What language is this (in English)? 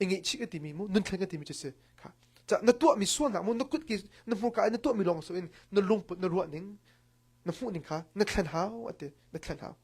Hakha Chin